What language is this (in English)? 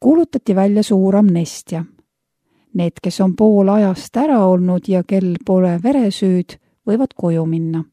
Estonian